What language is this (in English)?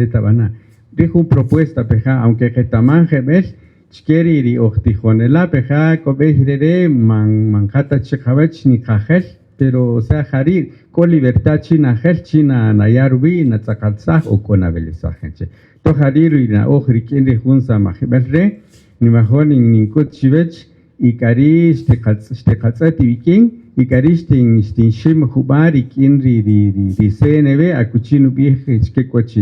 Kaqchikel